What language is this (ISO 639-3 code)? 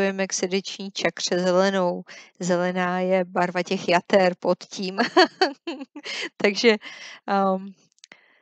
ces